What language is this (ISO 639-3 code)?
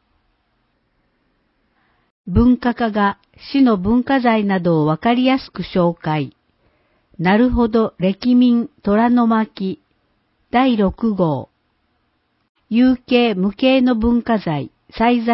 jpn